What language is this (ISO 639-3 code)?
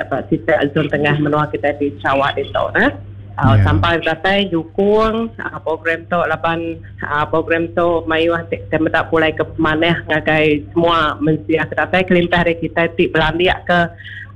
iba